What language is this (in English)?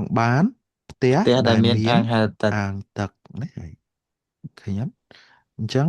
Khmer